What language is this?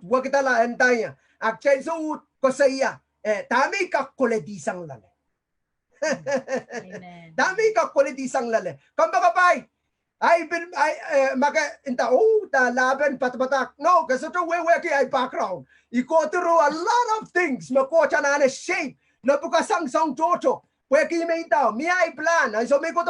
Pohnpeian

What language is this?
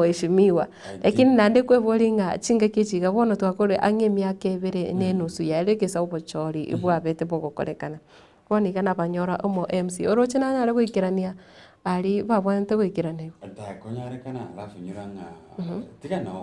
Gusii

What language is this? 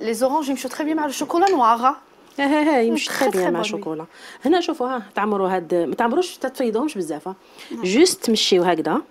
Algerian Arabic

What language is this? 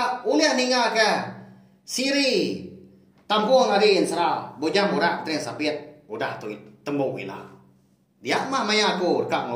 Iban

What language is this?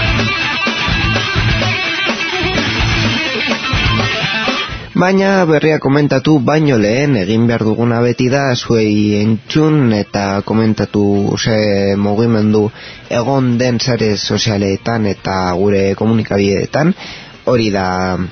Basque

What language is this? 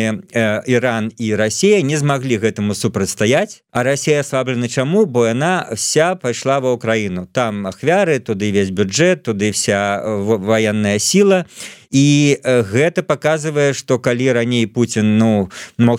Belarusian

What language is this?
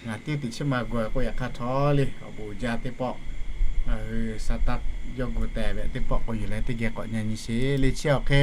Lahu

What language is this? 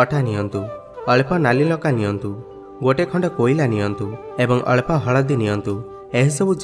Odia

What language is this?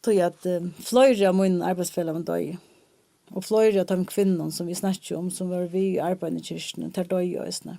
Faroese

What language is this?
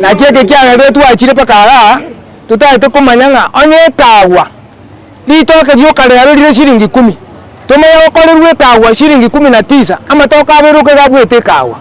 Gusii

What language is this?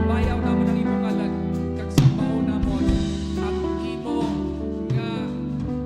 Hiligaynon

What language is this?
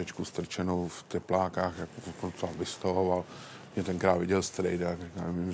Czech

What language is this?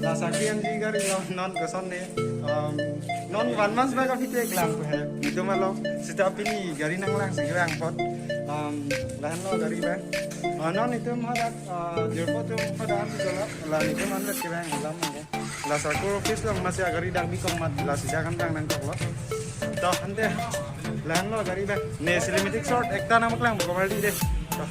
Karbi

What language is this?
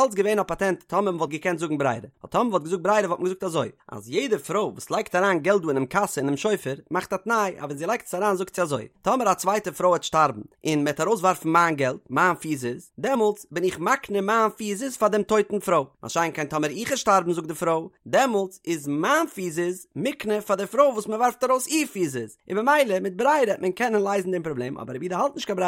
Yiddish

